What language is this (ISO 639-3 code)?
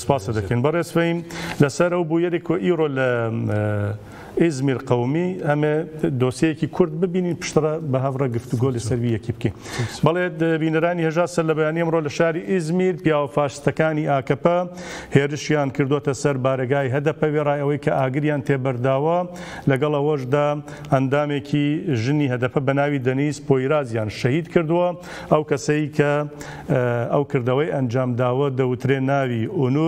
kur